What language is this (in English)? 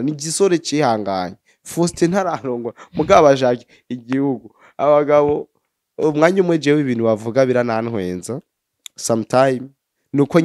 Rundi